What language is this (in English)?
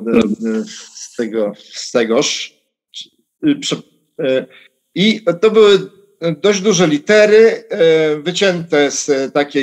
Polish